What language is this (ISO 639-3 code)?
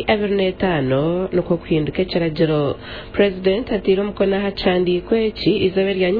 nyn